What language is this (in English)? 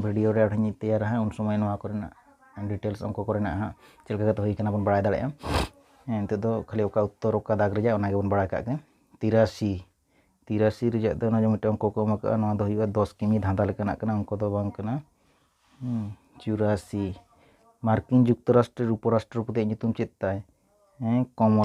Santali